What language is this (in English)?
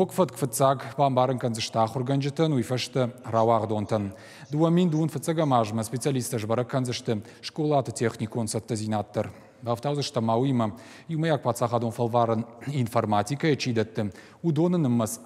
Ossetic